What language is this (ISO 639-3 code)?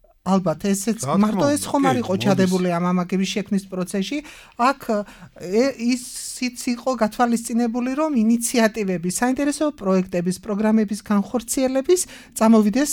kat